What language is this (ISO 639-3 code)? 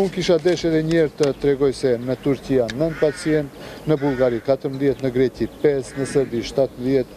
sqi